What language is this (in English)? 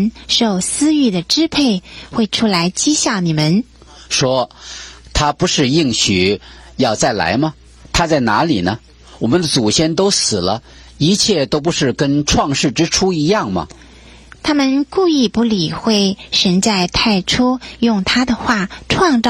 Chinese